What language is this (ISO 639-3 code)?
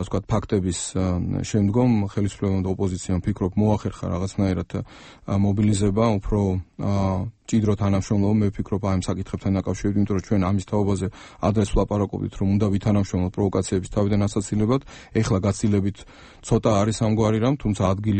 kat